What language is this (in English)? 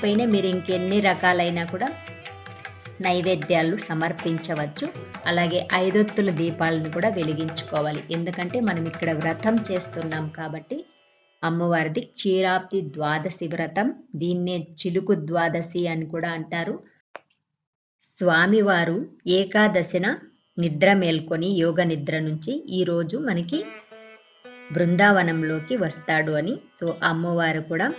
Telugu